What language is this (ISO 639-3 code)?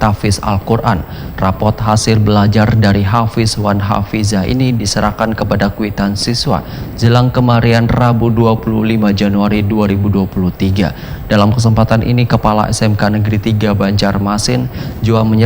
bjn